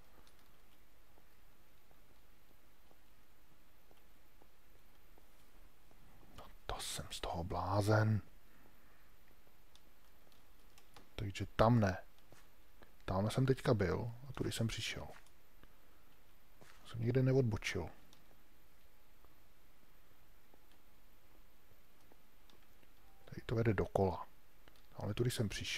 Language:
Czech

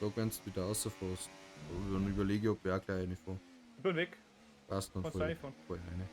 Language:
Bavarian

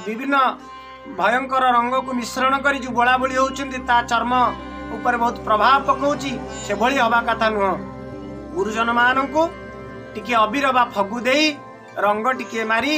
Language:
Odia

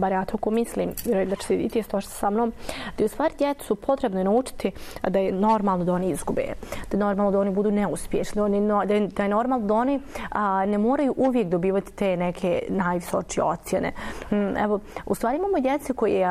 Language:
Bosnian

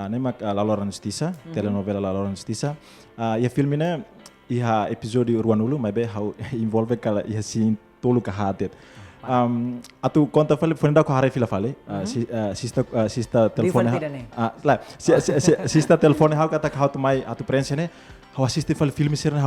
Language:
Tetum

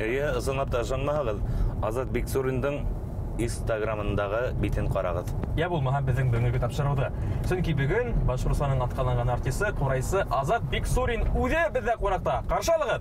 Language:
Bashkir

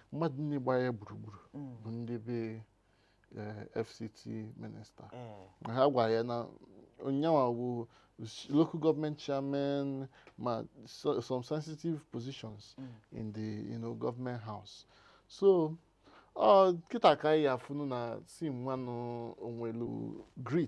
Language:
Igbo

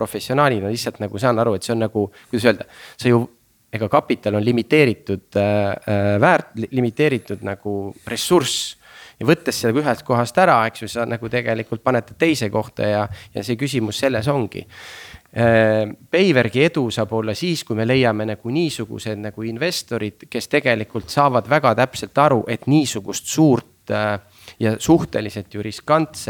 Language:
Estonian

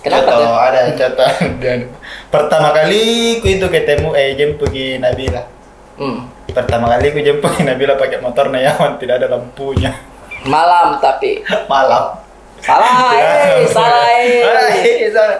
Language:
Makassar Malay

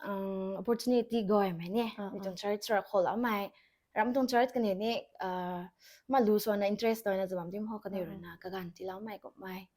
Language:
Rongmei Naga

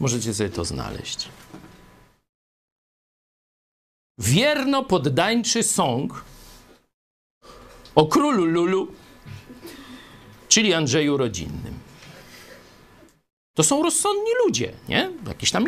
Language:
Polish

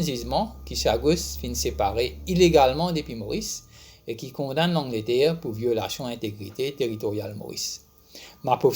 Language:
Morisyen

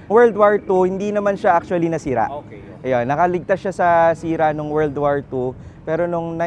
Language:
Filipino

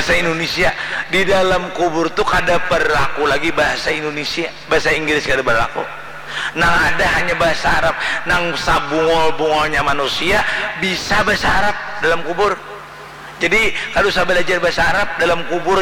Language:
Banjar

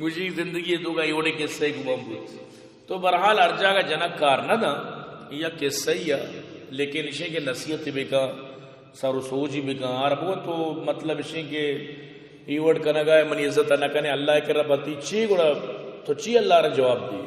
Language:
Baluchi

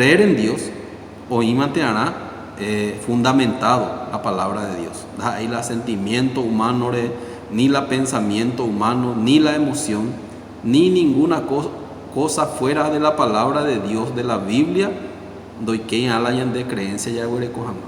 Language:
Guarani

